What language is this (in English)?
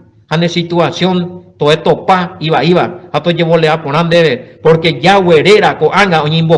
Guarani